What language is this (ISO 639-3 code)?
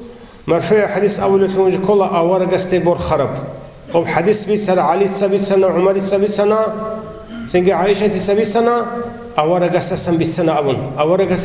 ava